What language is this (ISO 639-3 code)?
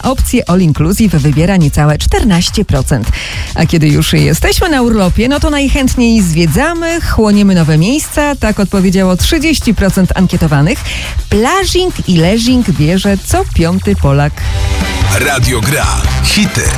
pol